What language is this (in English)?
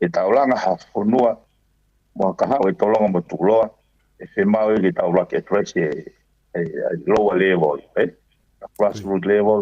Tongan